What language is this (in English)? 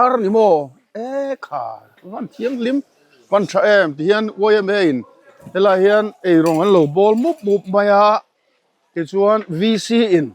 Mizo